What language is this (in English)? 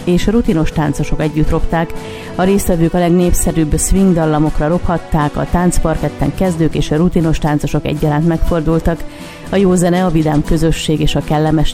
Hungarian